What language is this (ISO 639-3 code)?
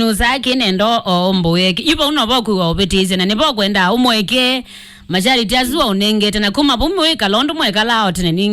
kam